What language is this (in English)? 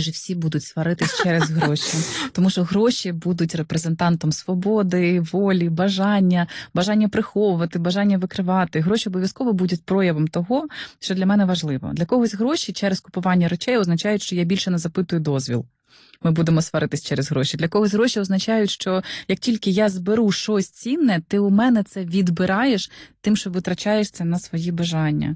Ukrainian